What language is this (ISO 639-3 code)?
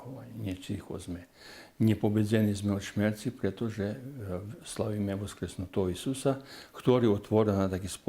rue